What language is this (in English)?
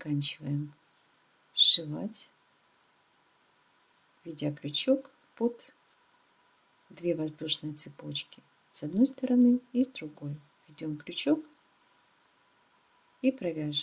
Russian